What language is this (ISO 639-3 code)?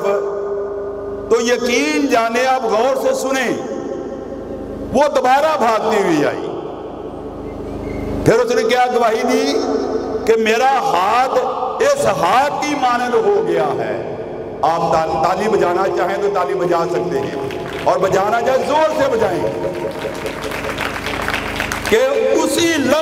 urd